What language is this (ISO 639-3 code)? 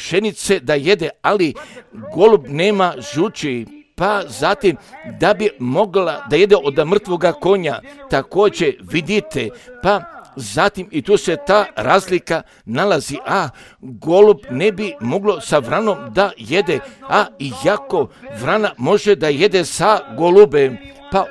hrv